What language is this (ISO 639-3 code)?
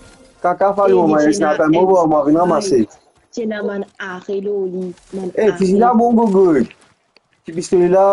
mfe